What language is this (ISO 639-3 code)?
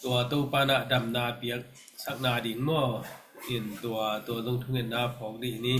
ctd